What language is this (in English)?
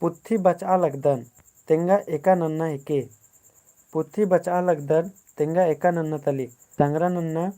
Kurukh